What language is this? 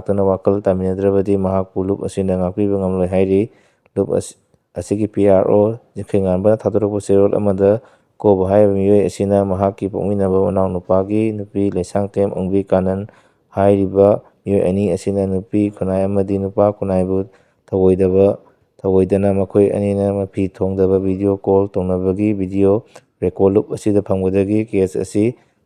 Manipuri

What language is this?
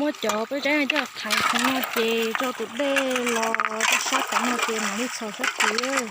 Hmong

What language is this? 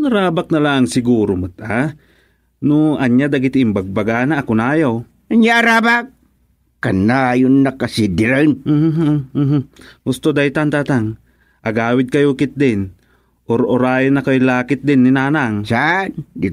Iloko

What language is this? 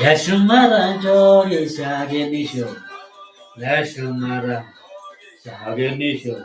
Masai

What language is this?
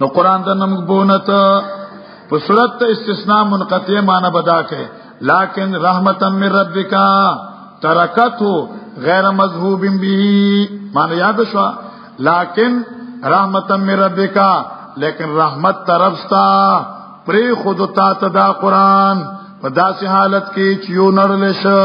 Pashto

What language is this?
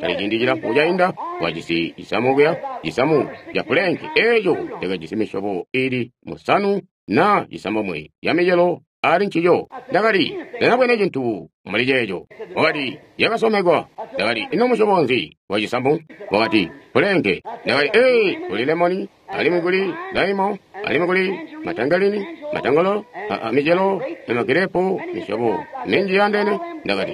Tonga (Zambia)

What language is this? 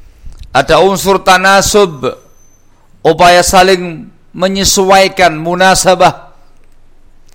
Indonesian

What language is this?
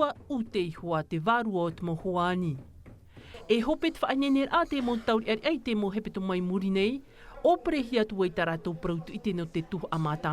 Tahitian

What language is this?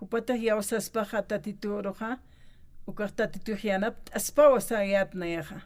Aymara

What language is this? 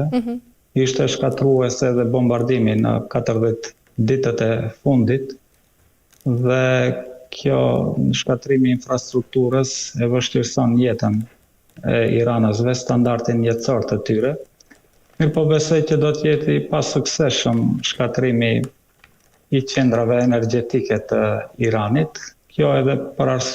Albanian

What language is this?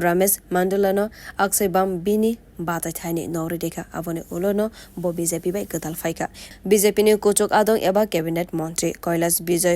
Kok Borok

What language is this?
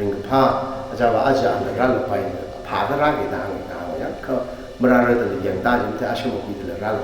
Tangkhul Naga (India)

